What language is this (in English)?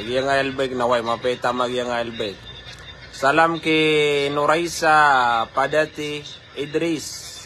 Maranao